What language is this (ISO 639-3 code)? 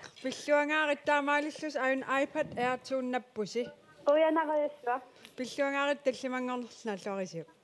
kal